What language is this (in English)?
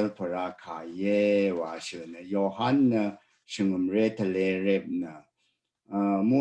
Rawang